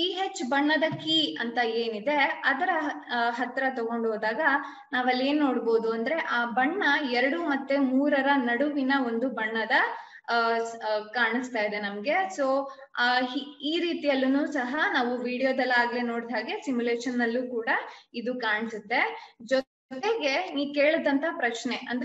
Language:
Kannada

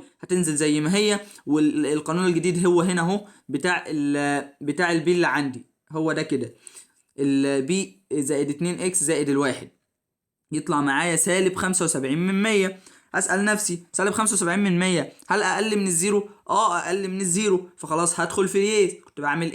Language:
Egyptian Arabic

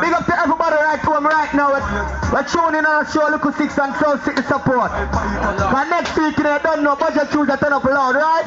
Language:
Jamaican Creole English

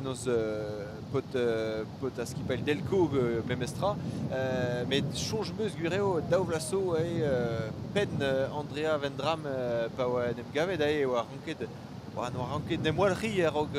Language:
Breton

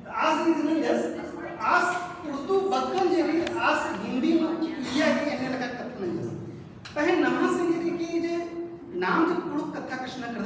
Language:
Kurukh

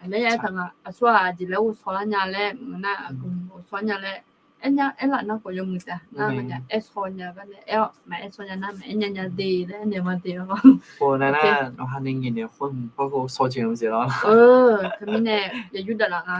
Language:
Akha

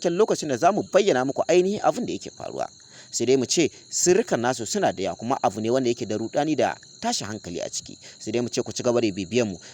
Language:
Hausa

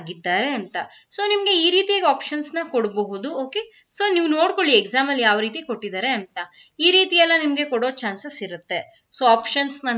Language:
Kannada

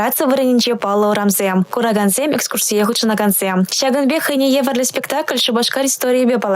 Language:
Chuvash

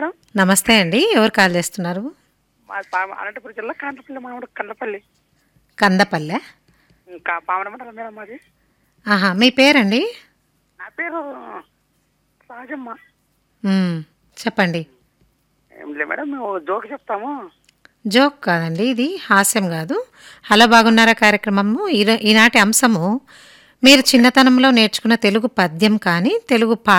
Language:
Telugu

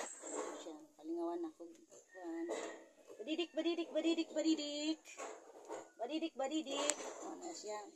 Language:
Cebuano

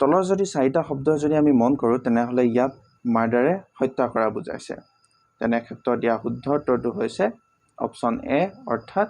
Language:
Assamese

